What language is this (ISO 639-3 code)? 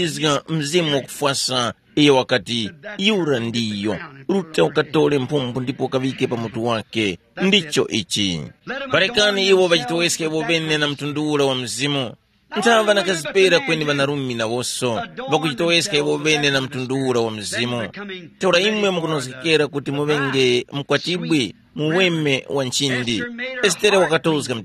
tum